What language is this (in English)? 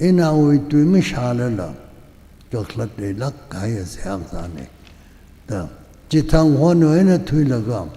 Tangkhul Naga (India)